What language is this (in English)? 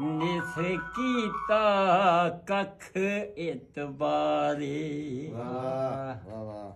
Saraiki